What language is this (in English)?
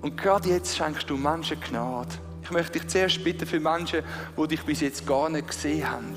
Swiss German